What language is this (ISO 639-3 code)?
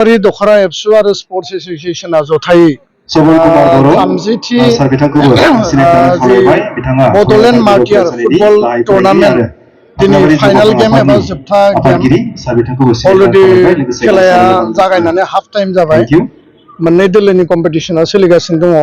brx